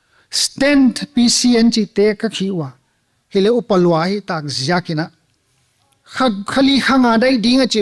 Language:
Paite Chin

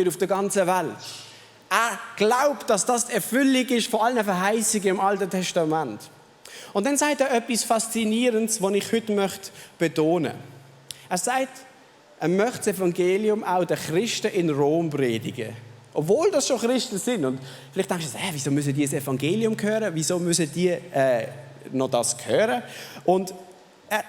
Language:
Swiss German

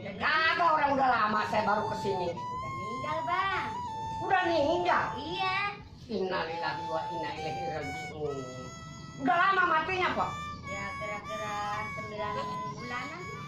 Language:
Betawi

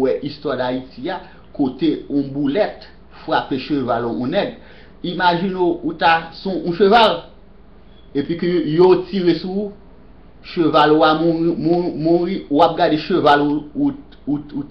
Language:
Haitian Creole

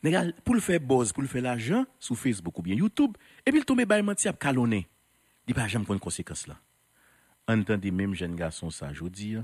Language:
Haitian Creole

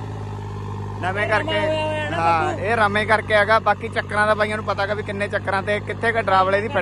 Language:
Punjabi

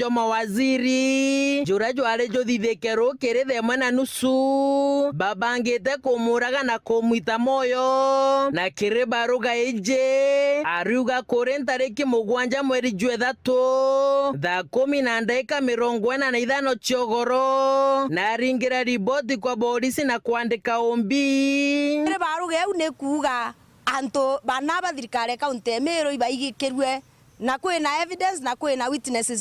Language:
Meru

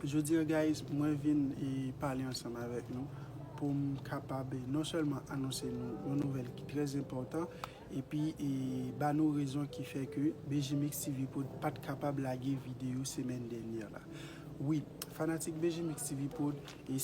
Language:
Haitian Creole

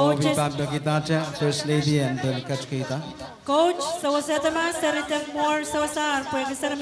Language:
Pohnpeian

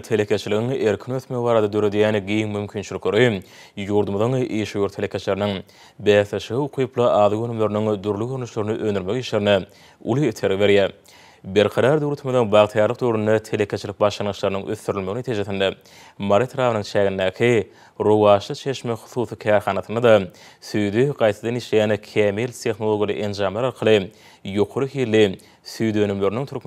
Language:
Turkmen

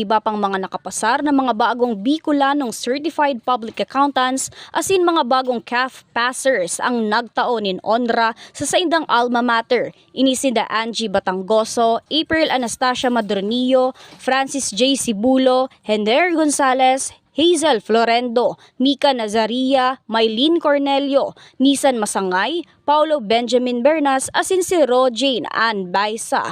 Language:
Bikol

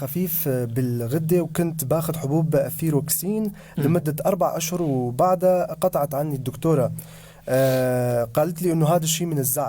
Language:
North Levantine Arabic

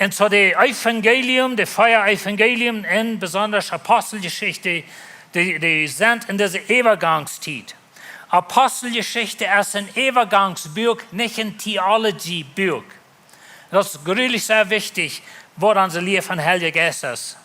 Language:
Plautdietsch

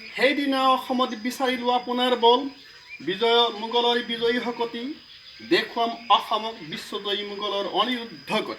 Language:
Assamese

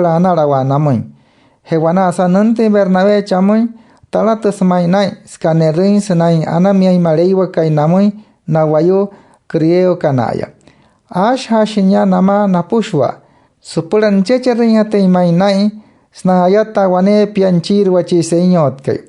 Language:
Wayuu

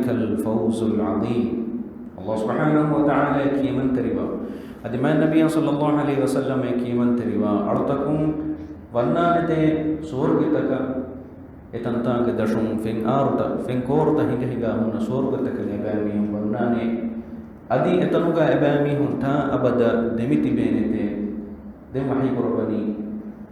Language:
Divehi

